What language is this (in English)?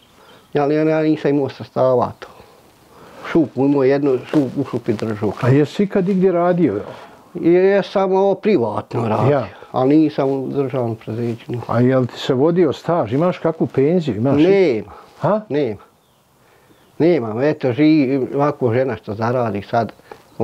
Bosnian